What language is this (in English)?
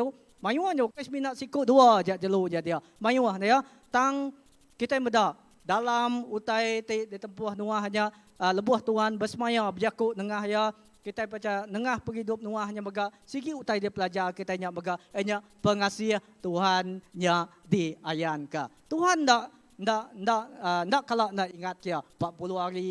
Iban